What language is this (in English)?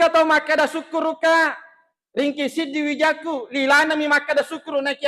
Buginese